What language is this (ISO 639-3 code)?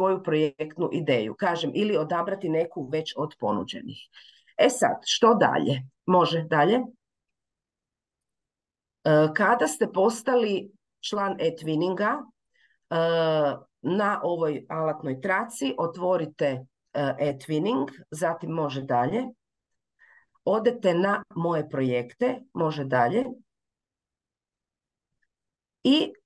hrv